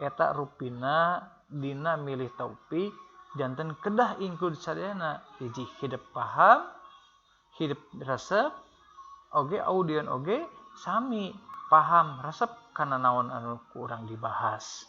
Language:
Sundanese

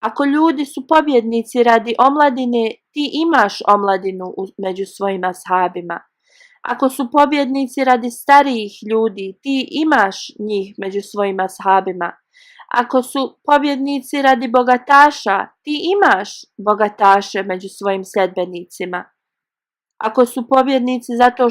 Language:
Bosnian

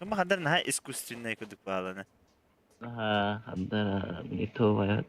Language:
Yakut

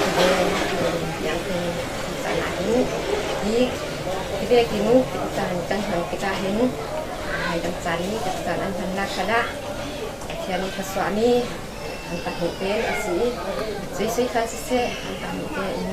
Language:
Falam Chin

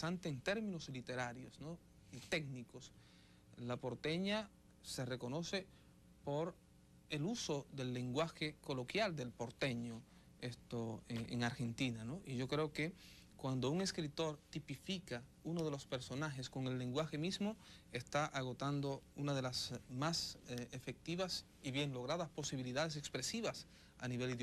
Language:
Spanish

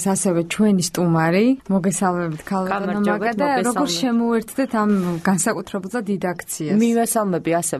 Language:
Georgian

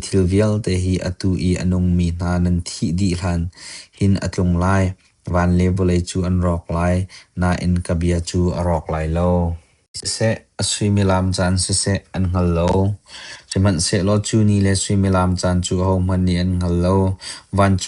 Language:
Hakha Chin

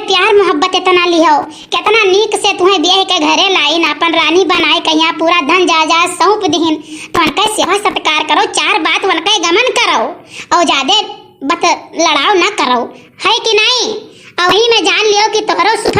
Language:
Awadhi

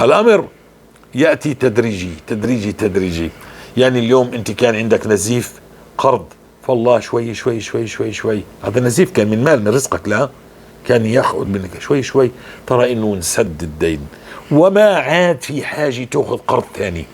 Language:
North Levantine Arabic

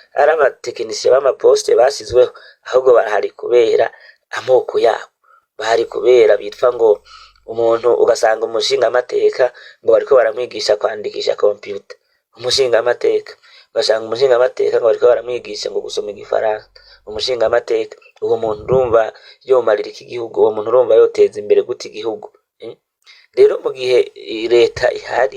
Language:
Rundi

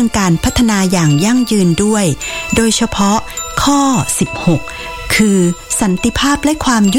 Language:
Thai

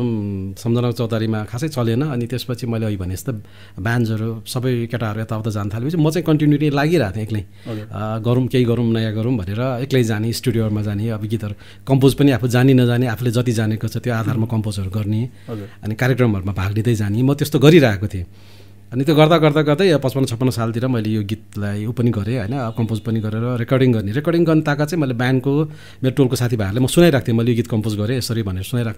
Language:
Nepali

